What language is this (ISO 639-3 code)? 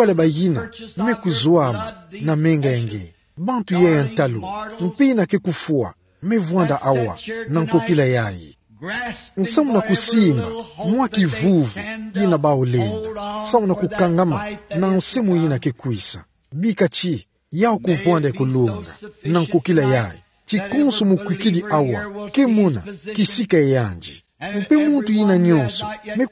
ktu